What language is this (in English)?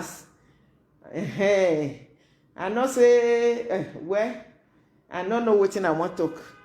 Nigerian Pidgin